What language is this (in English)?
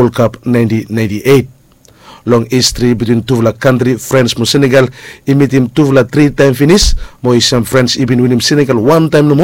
Bislama